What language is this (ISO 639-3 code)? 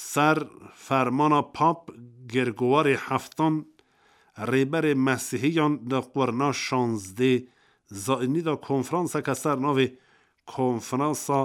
kur